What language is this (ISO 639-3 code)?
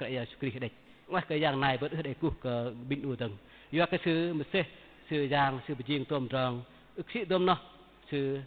bdq